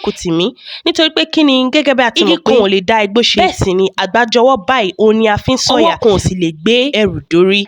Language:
Yoruba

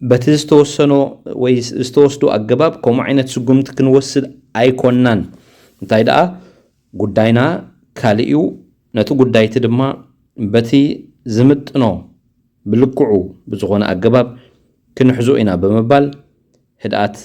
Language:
Tigrinya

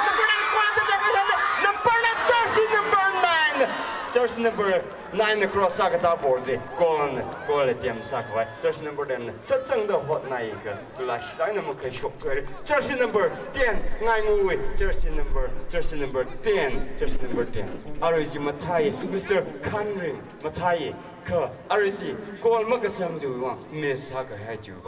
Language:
Tangkhul Naga (India)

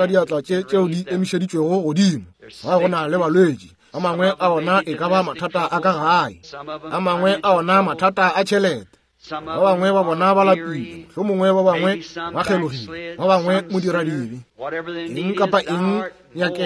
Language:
Northern Sotho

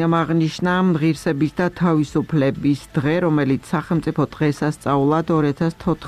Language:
Georgian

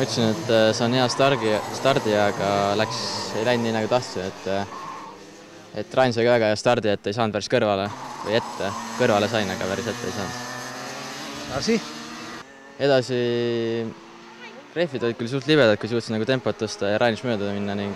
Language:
Estonian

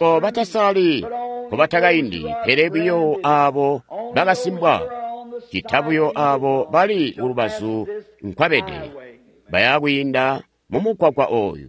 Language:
Tonga (Zambia)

